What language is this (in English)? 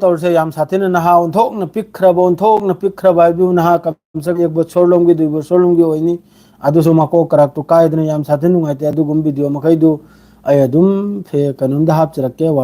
Manipuri